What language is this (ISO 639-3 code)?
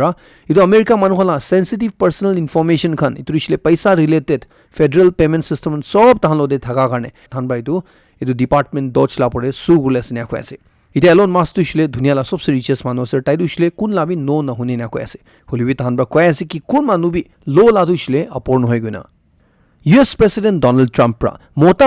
nag